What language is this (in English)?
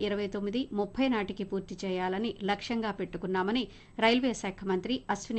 Telugu